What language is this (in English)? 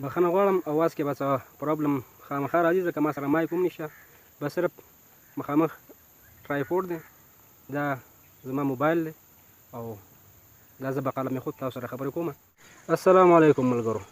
Pashto